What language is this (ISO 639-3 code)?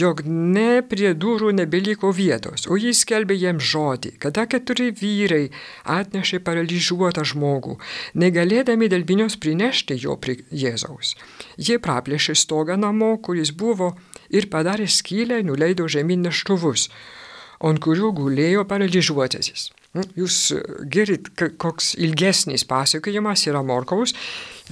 lit